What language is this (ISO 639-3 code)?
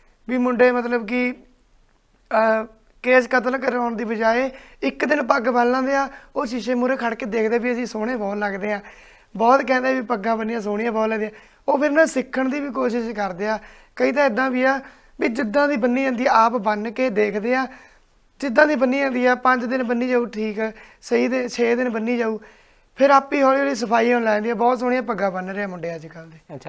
pan